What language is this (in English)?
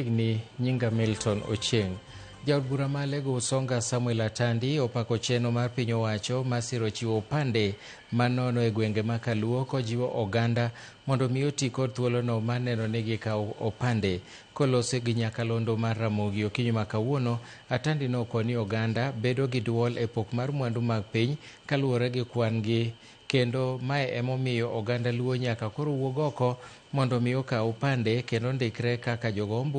Luo (Kenya and Tanzania)